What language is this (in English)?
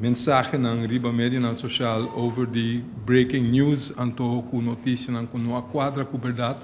Papiamento